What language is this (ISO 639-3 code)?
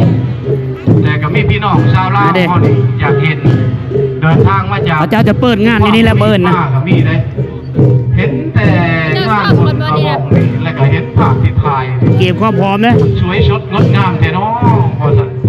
lao